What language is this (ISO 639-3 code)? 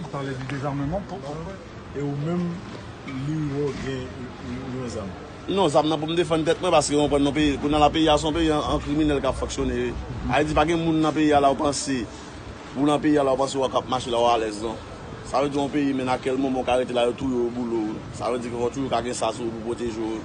hat